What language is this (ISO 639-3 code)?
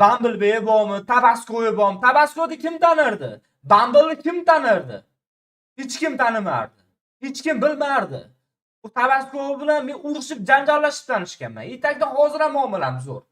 uzb